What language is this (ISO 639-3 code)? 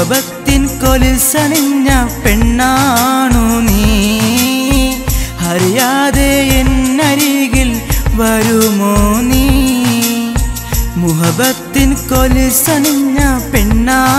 mal